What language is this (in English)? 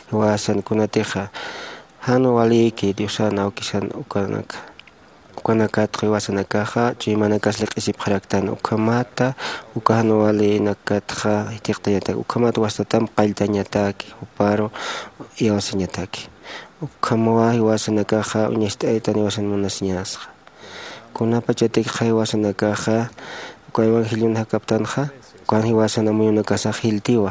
Aymara